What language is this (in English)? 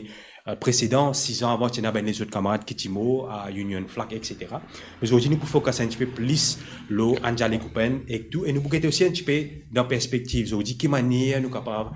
Morisyen